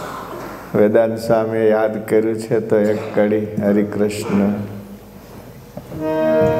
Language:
Gujarati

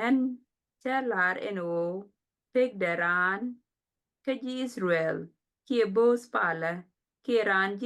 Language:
Nuer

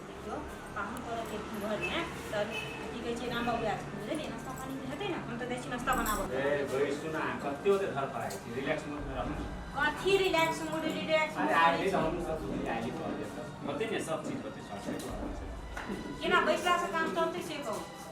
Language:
Maithili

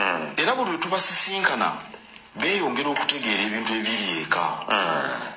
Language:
Ganda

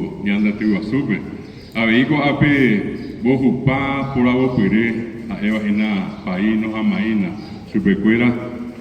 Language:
Guarani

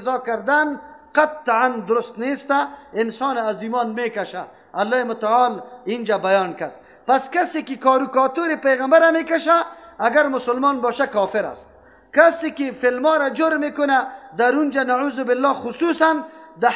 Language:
Persian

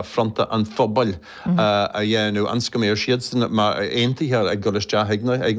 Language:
Irish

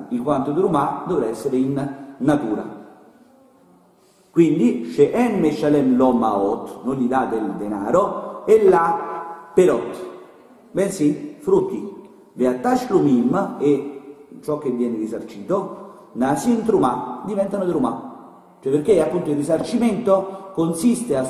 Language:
Italian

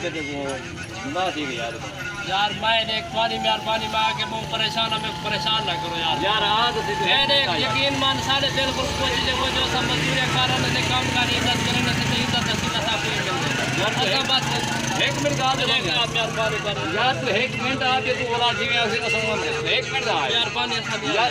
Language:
Saraiki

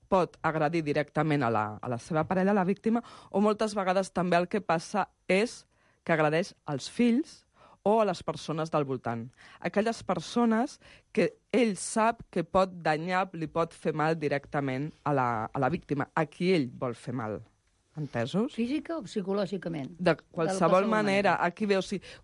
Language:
Catalan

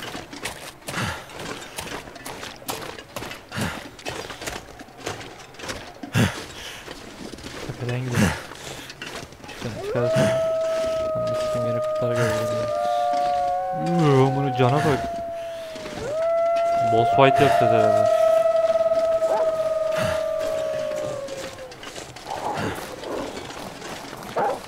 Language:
Turkish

